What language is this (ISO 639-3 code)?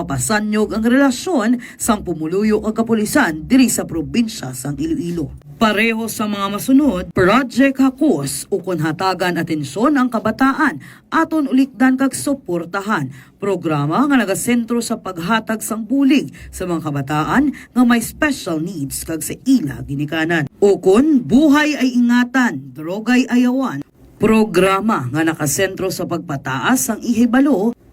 hil